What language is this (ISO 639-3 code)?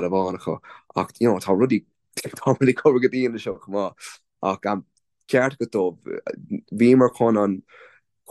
gle